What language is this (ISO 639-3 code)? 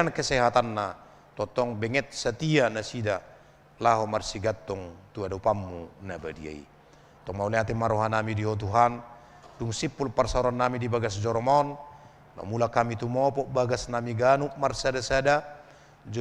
bbc